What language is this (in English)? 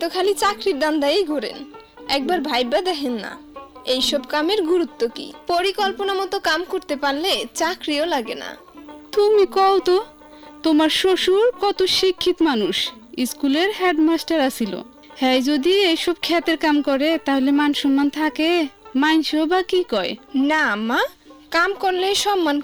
Bangla